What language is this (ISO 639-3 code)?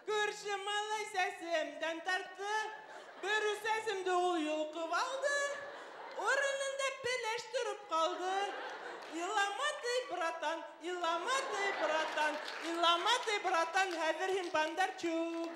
bak